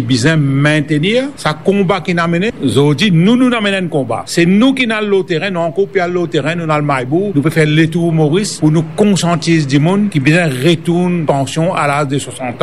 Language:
Morisyen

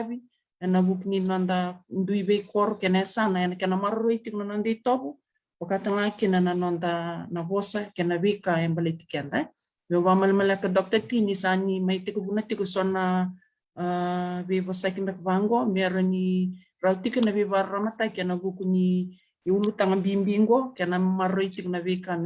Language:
Fijian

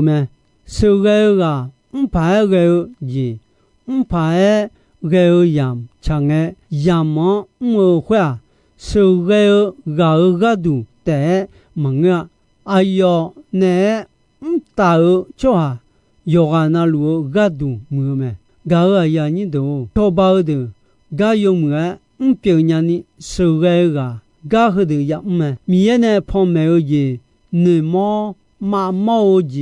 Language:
Akha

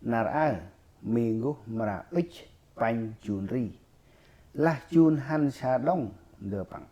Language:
Central Mnong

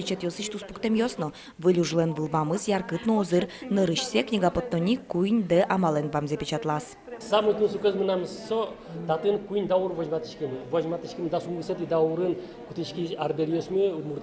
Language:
Udmurt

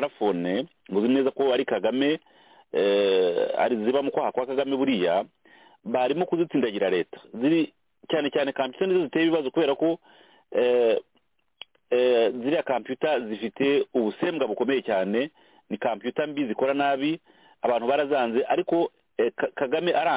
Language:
Kinyarwanda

